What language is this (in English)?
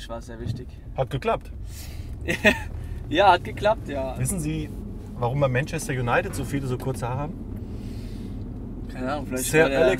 German